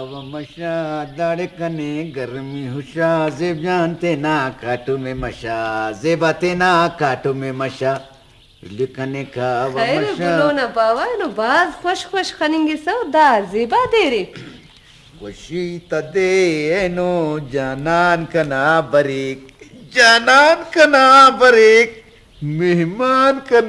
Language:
Brahui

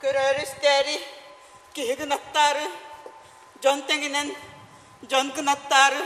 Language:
Yakut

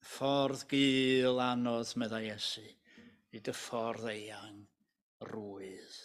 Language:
Welsh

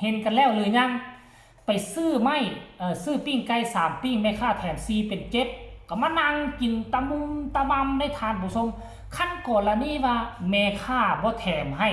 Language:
Northeastern Thai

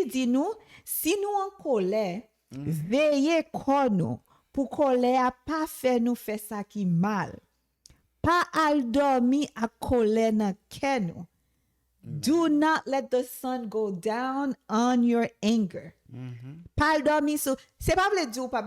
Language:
Haitian Creole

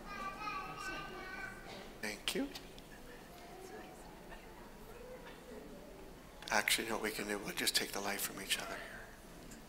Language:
English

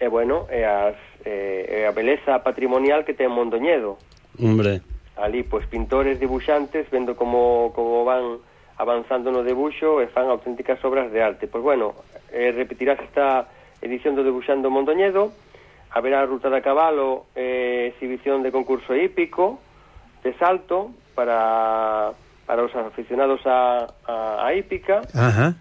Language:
Galician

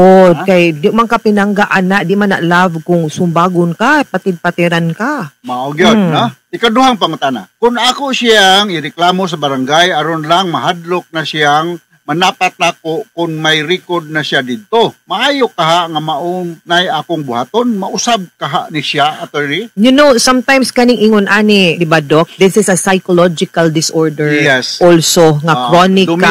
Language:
Cebuano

